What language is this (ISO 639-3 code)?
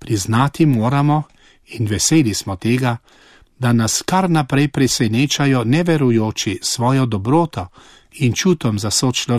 slv